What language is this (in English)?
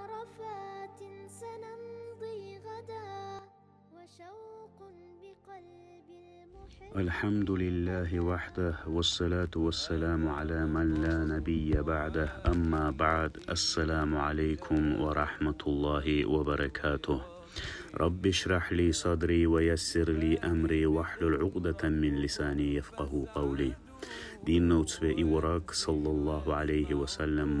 Dargwa